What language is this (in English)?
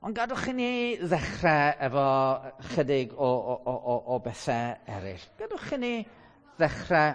Welsh